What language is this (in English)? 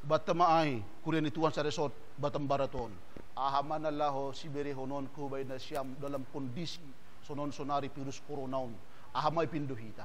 Batak Simalungun